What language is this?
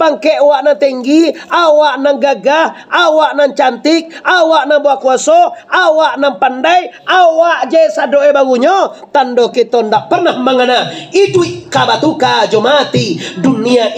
Minangkabau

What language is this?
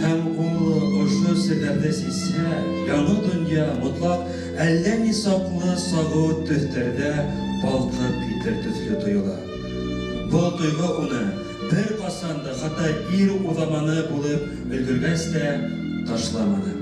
Bashkir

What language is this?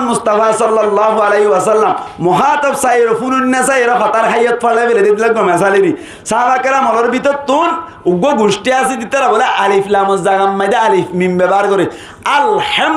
Rohingya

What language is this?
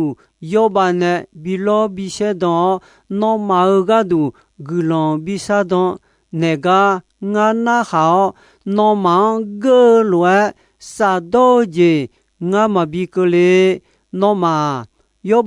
Akha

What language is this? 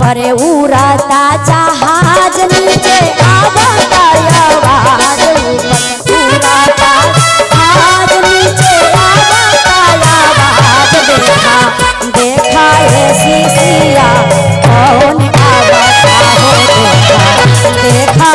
Magahi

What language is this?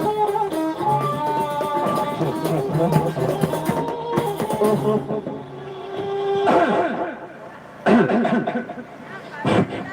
Sasak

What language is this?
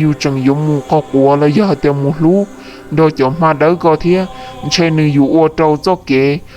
Hmong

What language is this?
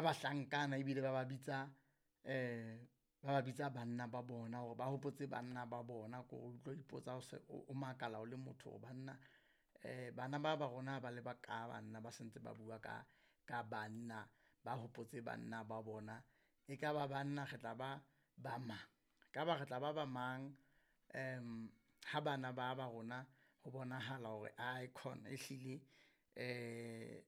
Southern Sotho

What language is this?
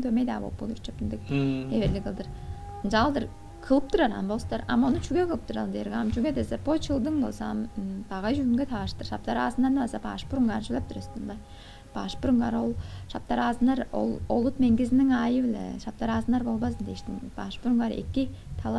Tuvinian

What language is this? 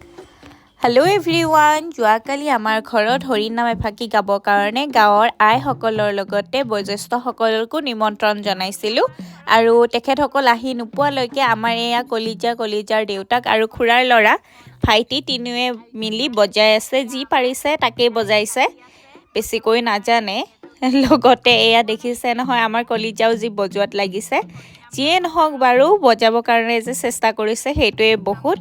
Assamese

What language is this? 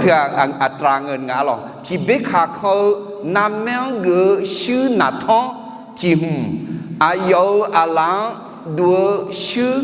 Akha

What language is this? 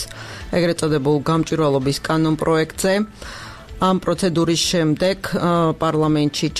Georgian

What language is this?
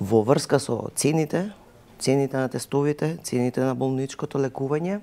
Macedonian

